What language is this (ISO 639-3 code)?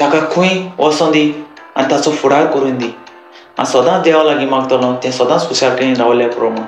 kok